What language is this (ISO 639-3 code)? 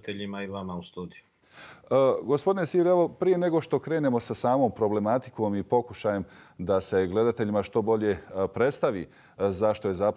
bos